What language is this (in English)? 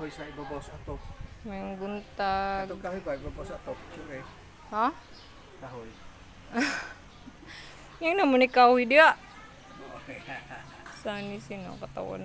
Cebuano